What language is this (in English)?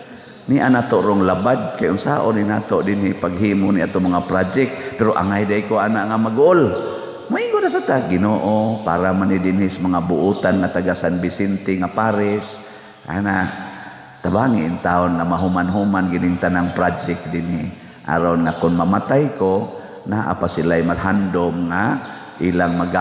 Cebuano